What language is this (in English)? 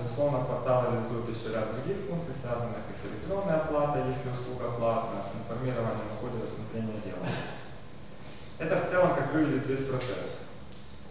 Russian